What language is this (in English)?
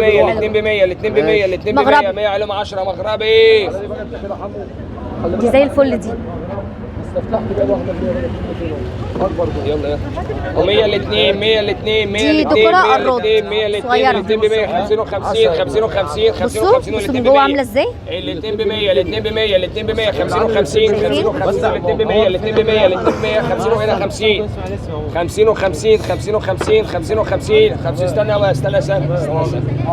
Egyptian Arabic